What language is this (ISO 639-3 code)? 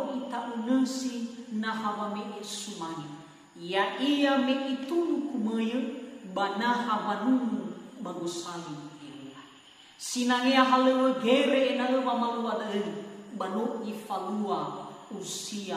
nia